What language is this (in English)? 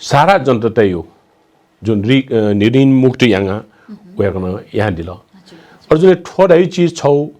Newari